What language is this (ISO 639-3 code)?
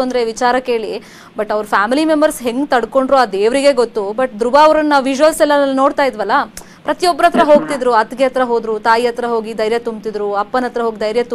kan